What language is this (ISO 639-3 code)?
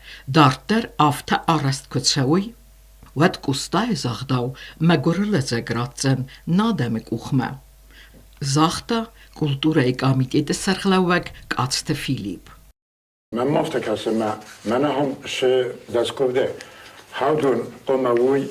oss